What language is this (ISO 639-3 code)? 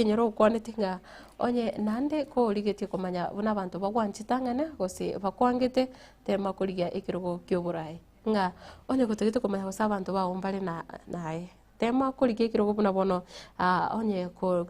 guz